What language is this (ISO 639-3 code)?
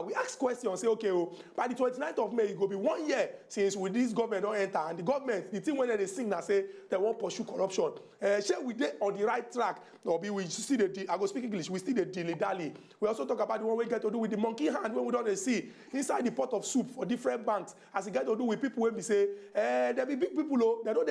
pcm